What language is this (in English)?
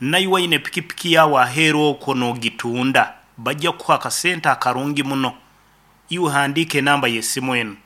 Nyoro